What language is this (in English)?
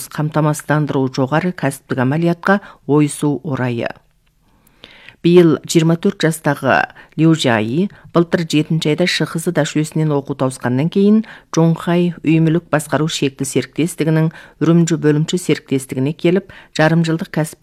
Kazakh